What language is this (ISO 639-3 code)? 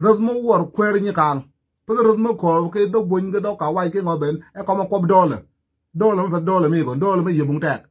nus